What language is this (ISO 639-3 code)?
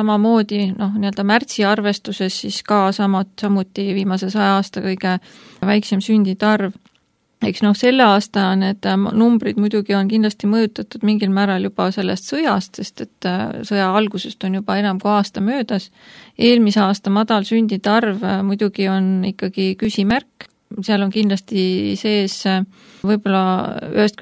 est